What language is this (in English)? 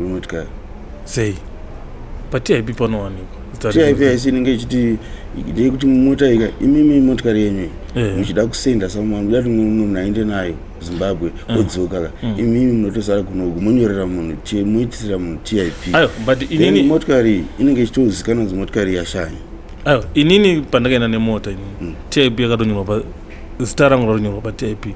Shona